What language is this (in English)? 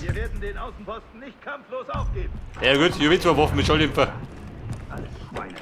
Bavarian